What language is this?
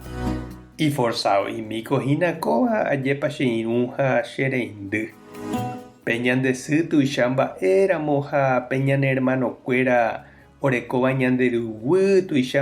Guarani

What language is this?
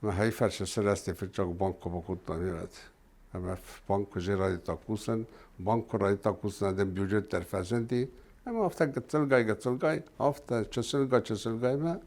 Ossetic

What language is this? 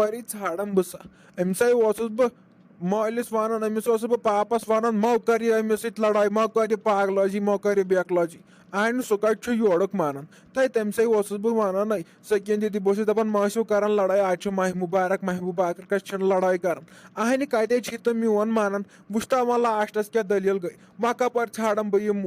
Kashmiri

